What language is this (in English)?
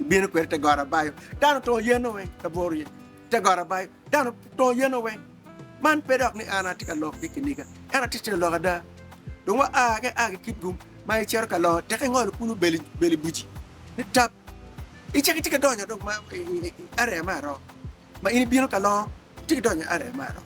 Acoli